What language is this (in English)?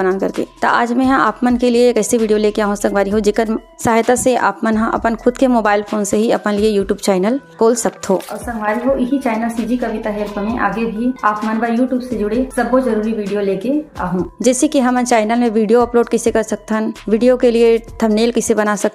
Chhattisgarhi